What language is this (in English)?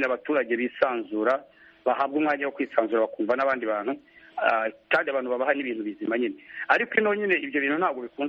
Kinyarwanda